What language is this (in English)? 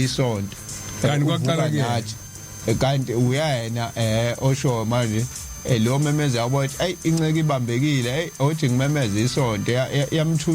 Zulu